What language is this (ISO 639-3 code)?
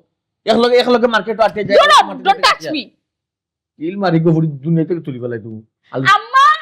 syl